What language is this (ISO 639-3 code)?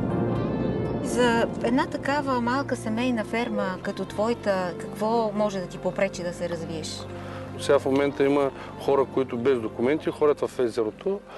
bul